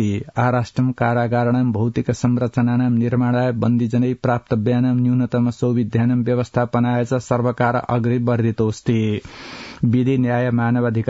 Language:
Sanskrit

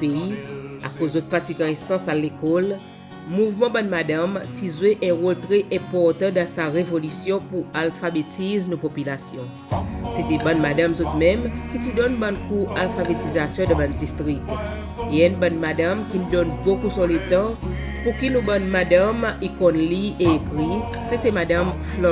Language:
Seselwa Creole French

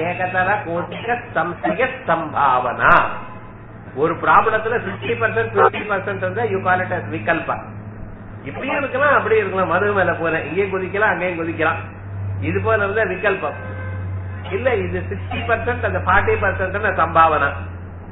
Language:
Tamil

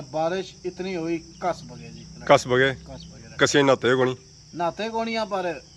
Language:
Pahari-Potwari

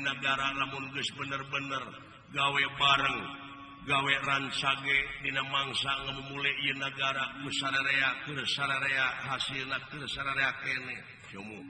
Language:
Sundanese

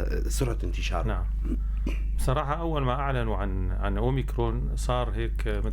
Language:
North Levantine Arabic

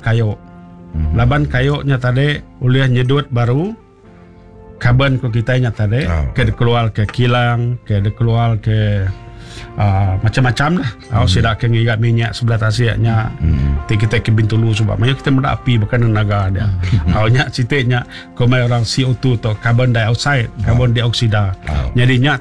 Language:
Malay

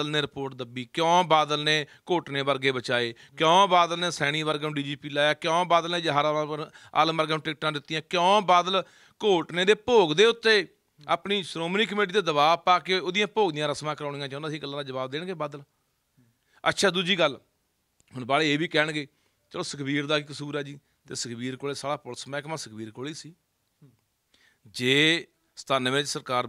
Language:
Punjabi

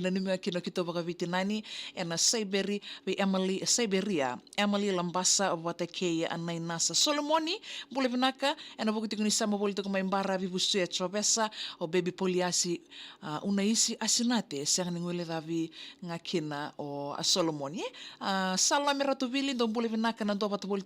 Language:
Fijian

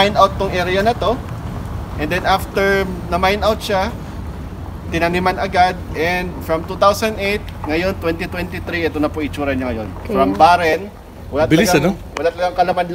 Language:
Filipino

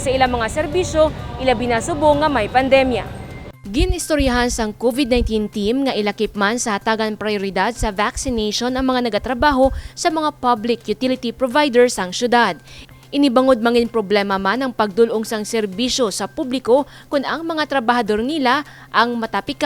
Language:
Hiligaynon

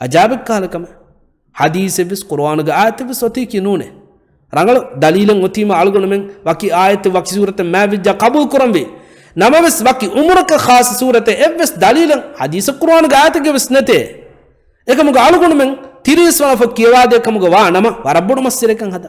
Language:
Divehi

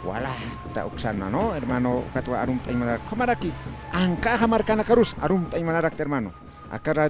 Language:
Aymara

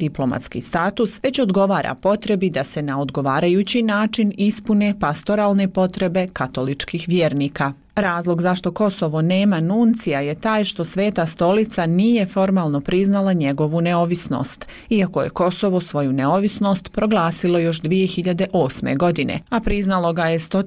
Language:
Bosnian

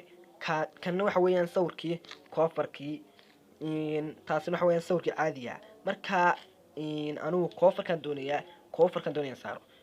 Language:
Somali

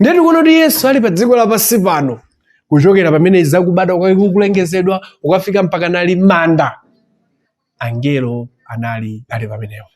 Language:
Nyanja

